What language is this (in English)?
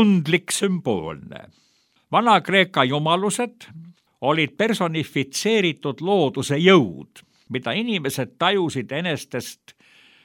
Estonian